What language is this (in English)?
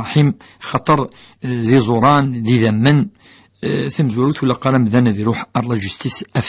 Kabyle